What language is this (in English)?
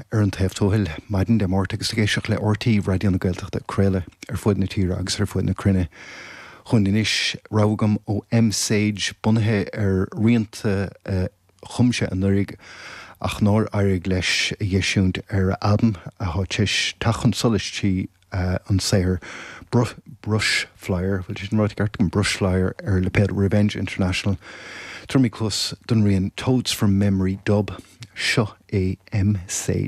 Irish